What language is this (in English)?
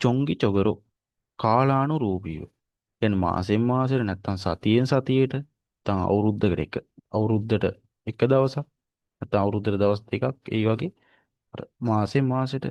Sinhala